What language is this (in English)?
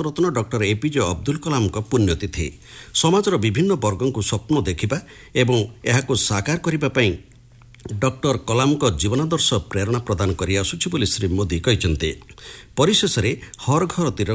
Odia